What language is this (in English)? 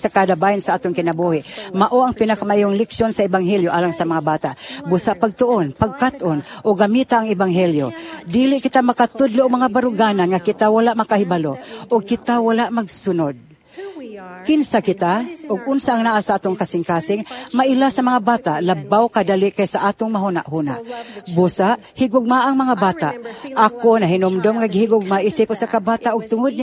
Cebuano